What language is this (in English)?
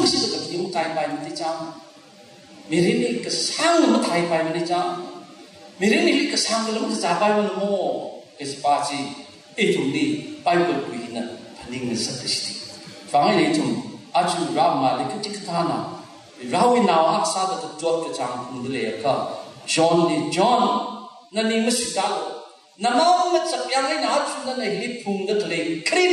Tangkhul Naga (India)